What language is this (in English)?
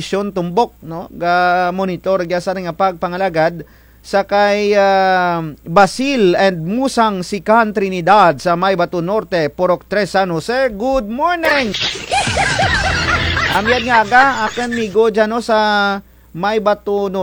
Kinaray-a